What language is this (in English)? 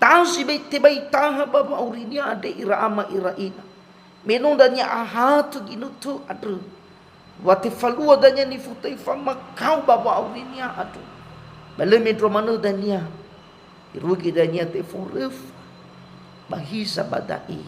Nias